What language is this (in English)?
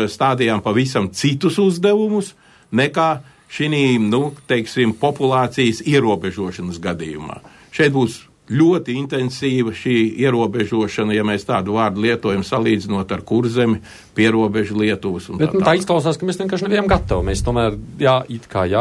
Latvian